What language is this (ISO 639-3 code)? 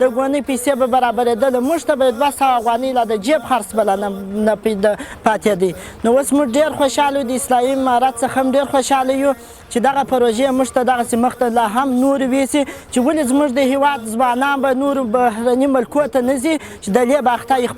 pus